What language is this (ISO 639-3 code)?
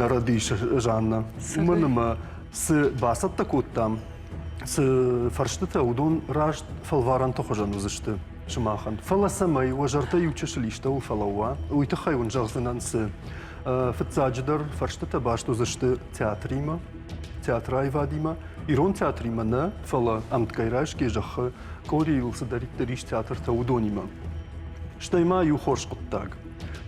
oss